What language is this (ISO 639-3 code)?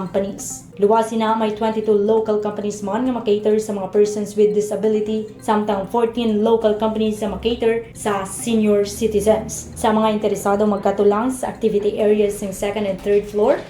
hil